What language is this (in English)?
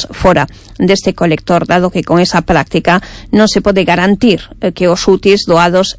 Galician